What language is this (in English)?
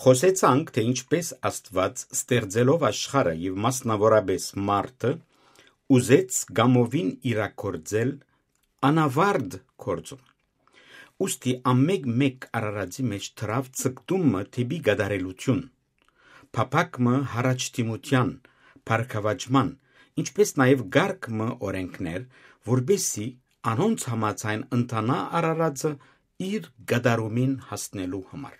Western Armenian